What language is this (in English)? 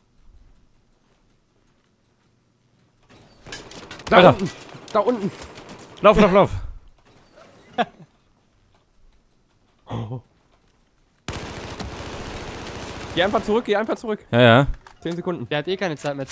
German